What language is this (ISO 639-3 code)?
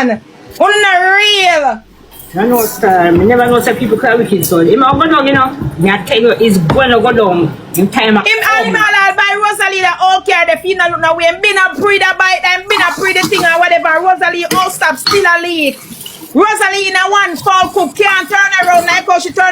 jam